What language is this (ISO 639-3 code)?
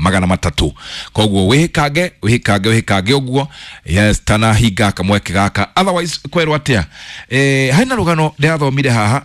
kik